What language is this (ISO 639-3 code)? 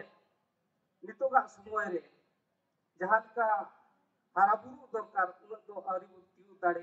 sat